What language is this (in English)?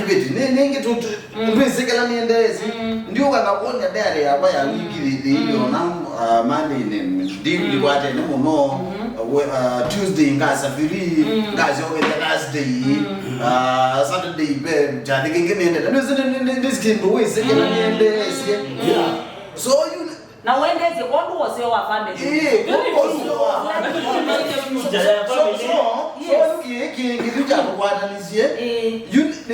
Kamba